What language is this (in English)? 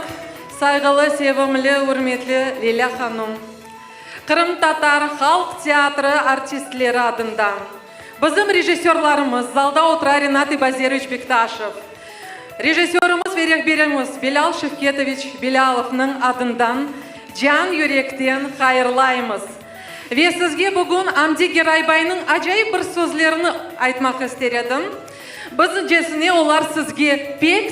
Crimean Tatar